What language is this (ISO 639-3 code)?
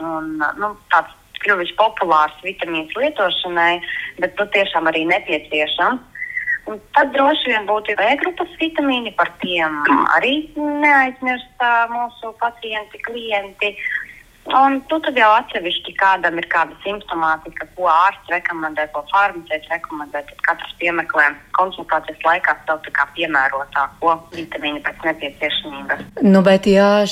lav